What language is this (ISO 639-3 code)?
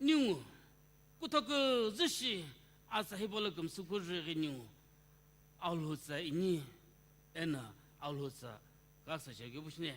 nsm